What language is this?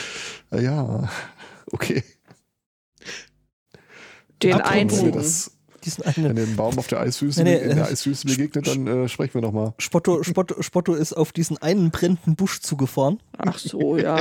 German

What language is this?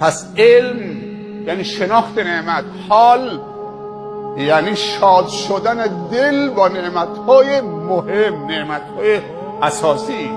Persian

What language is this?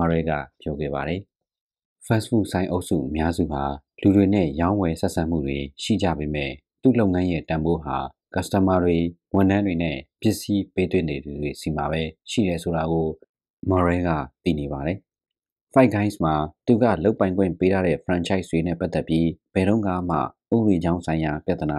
Burmese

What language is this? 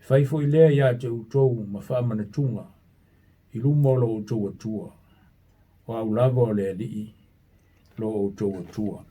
Samoan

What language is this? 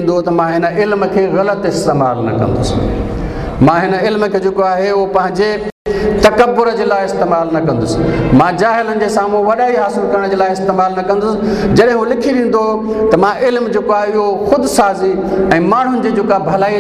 Sindhi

